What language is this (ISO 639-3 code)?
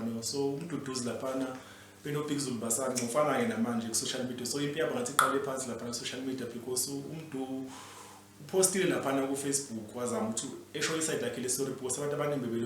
zul